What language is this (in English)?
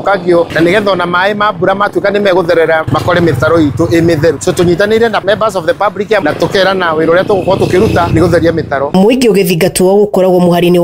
Kikuyu